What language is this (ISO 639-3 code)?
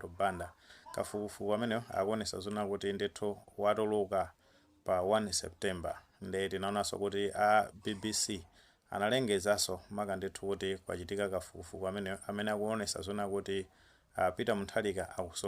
nya